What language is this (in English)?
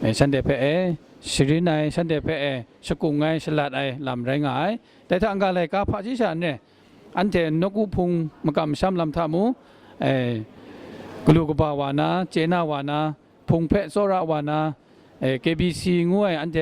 Kachin